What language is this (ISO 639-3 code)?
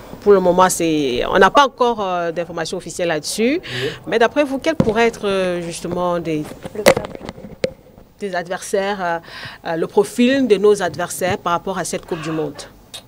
fra